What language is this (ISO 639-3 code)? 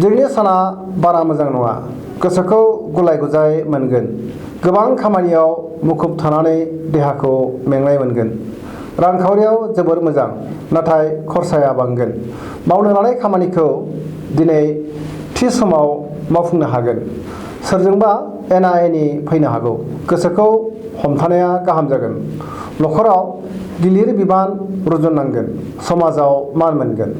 brx